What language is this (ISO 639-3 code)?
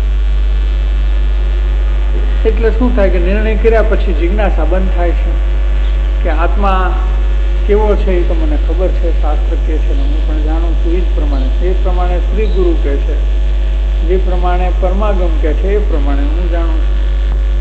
guj